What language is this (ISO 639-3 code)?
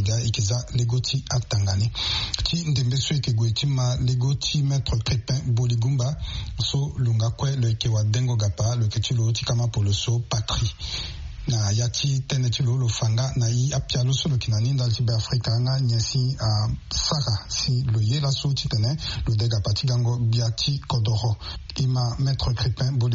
sag